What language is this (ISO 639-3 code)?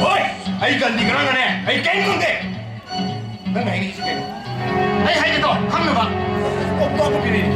mni